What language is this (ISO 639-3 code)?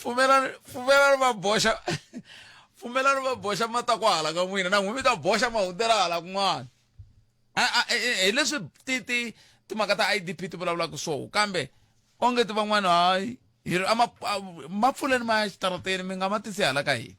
tso